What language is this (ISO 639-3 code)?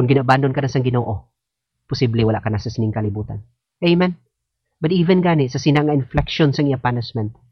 hil